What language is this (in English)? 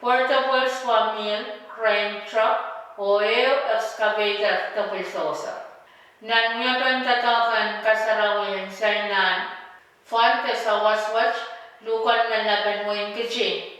Pohnpeian